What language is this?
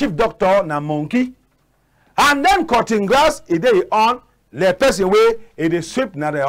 Cameroon Pidgin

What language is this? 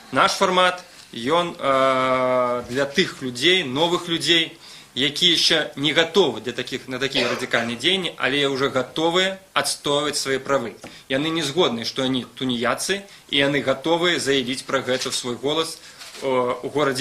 Belarusian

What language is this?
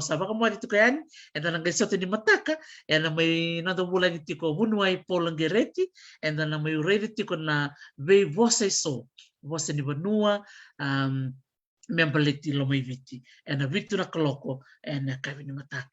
Fijian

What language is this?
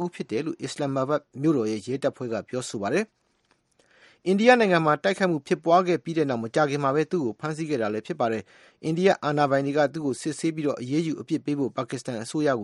Burmese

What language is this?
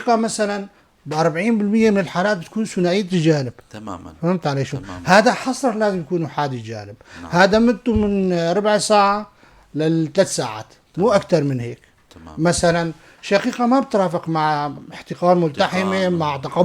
North Levantine Arabic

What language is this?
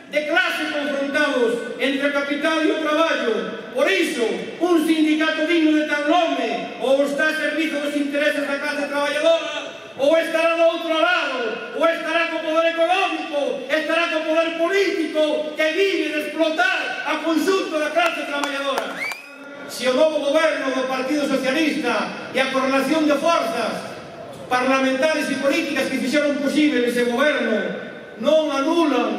Galician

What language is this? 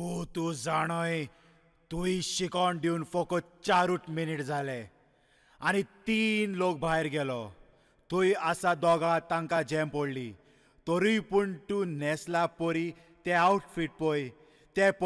Konkani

